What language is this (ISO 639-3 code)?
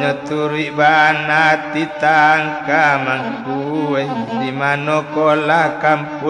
min